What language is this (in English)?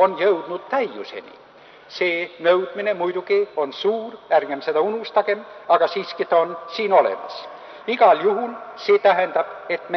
Estonian